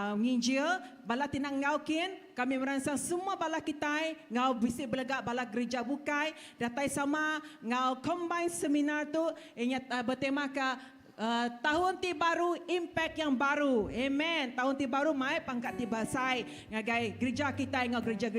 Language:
Iban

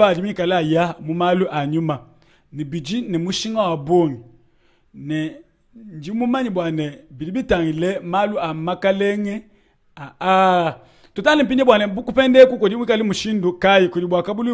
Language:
Luba-Lulua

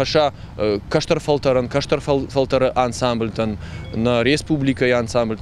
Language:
Ossetic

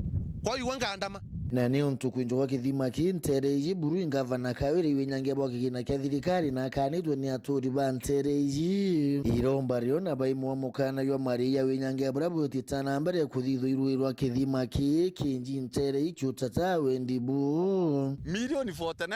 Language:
Meru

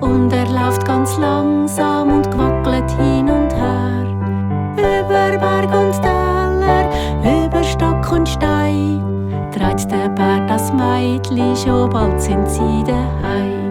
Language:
Swiss German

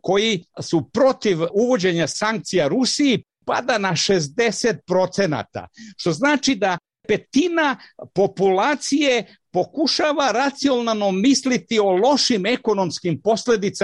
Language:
Serbian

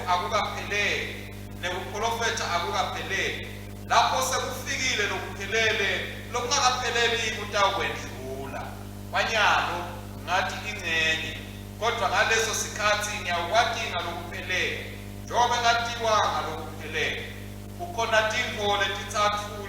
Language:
Swati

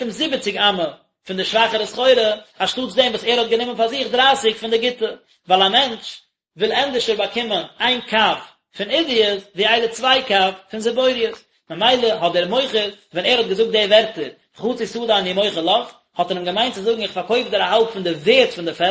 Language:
Yiddish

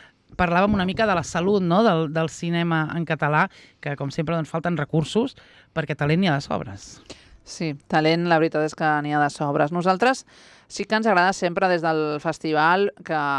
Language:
Catalan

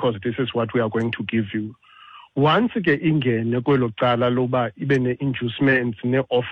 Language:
Xhosa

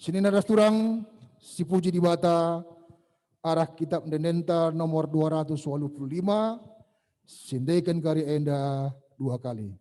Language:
Batak Karo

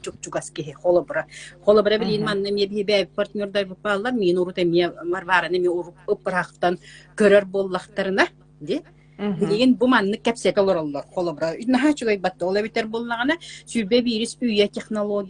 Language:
Yakut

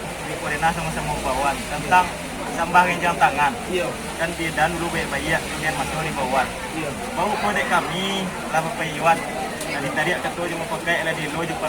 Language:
Minangkabau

